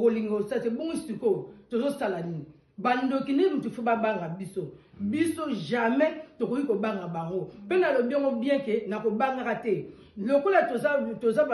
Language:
Lingala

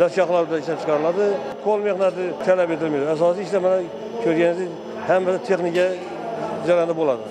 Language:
Uzbek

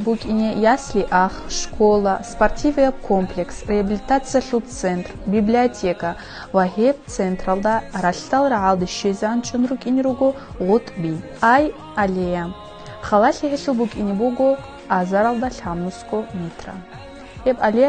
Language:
Avaric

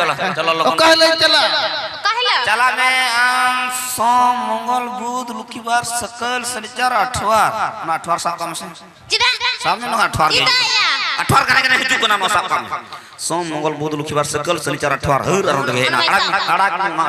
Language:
Santali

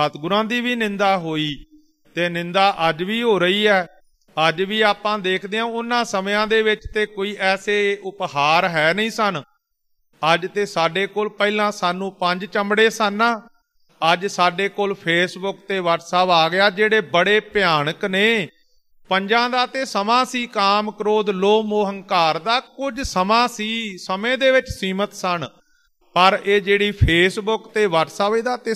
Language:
Punjabi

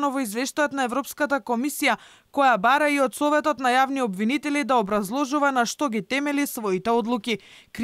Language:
Macedonian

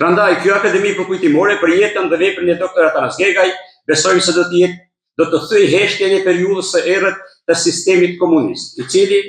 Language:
Albanian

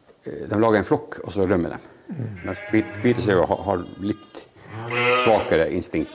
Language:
Norwegian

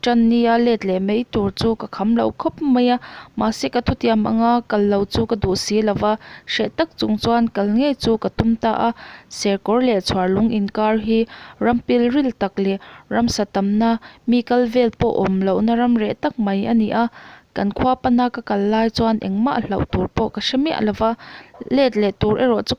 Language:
Mizo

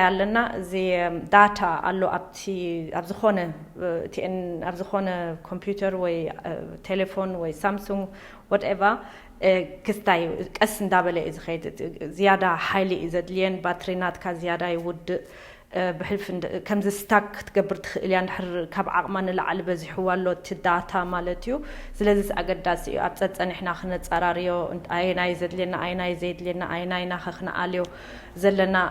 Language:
Tigrinya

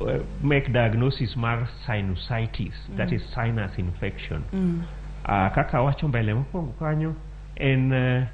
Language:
Luo (Kenya and Tanzania)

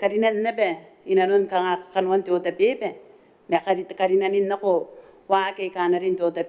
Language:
Gilbertese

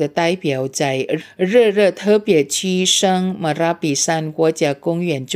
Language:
Chinese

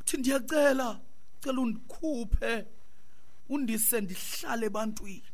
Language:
Xhosa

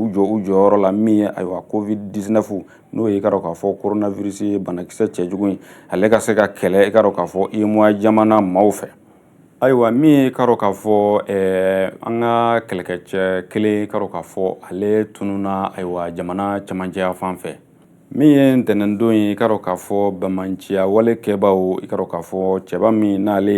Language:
Bambara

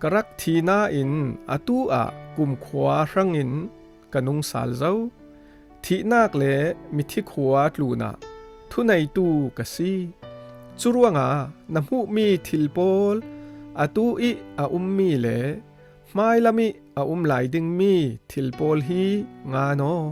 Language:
Falam Chin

